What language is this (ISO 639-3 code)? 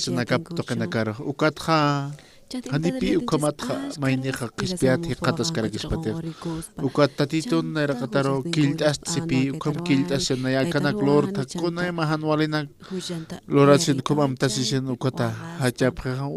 aym